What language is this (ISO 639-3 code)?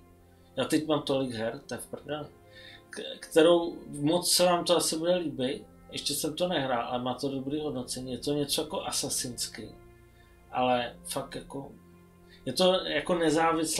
ces